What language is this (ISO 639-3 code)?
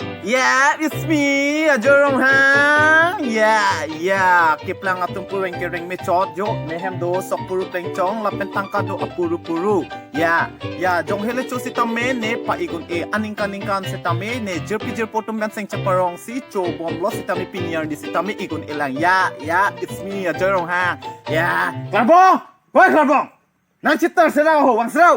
mjw